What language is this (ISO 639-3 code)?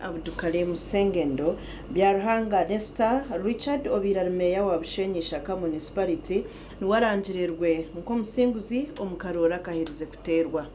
nyn